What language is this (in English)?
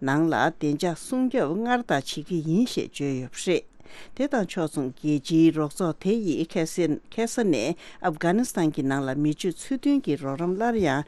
Tibetan